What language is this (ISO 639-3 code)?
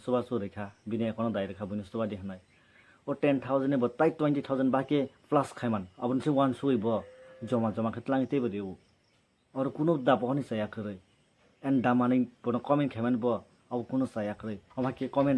trp